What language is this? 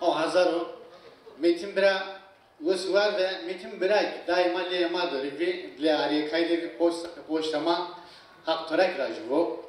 Zaza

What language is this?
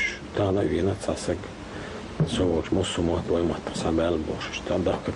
Chechen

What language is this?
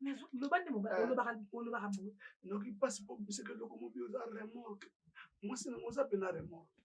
Lingala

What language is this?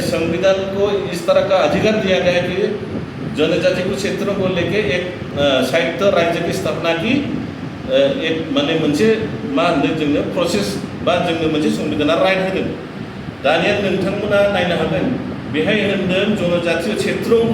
Bodo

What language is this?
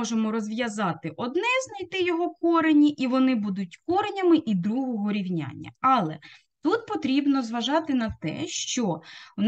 Ukrainian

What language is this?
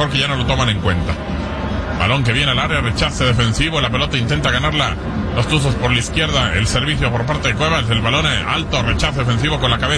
Spanish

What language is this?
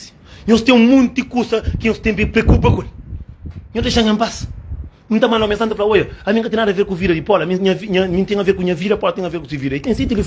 Kabuverdianu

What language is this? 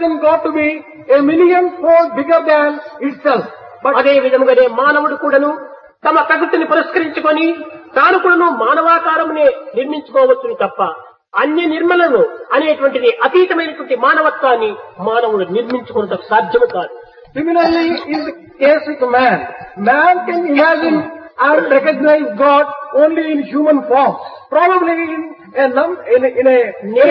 Telugu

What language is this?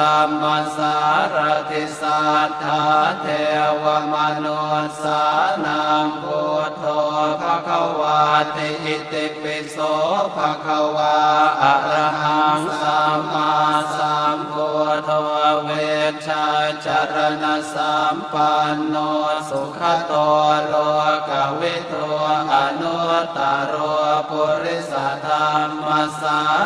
Pali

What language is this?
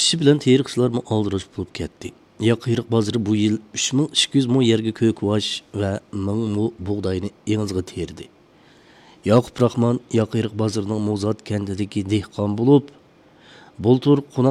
Uyghur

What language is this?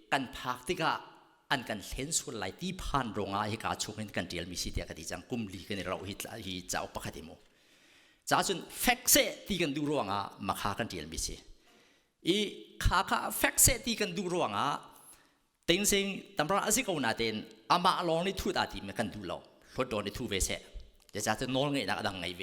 Hakha Chin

